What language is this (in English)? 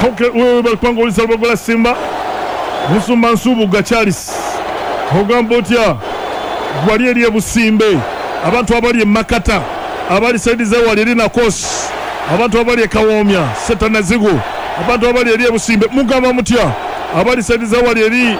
Ganda